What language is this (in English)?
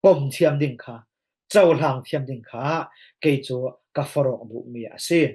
Falam Chin